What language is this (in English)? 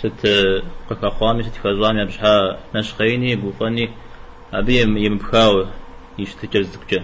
Kabardian